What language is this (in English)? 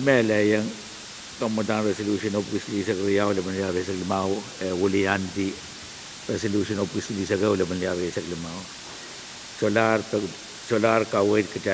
Pohnpeian